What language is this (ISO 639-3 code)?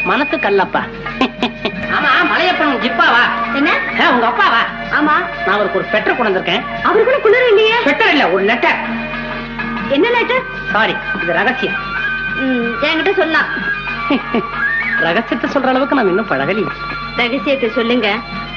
tam